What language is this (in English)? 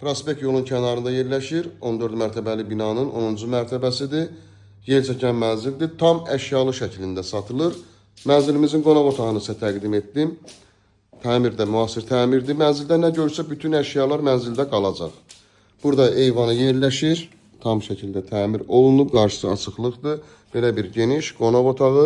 Azerbaijani